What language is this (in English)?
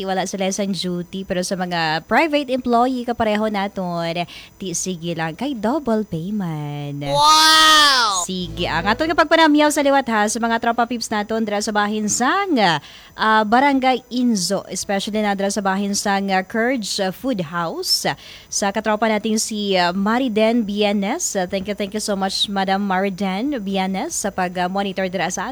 Hiligaynon